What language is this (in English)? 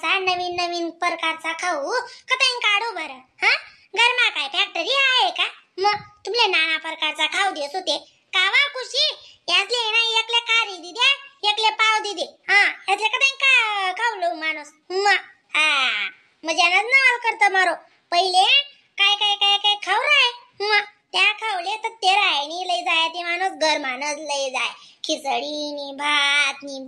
Khandesi